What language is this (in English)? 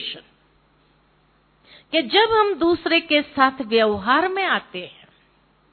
Hindi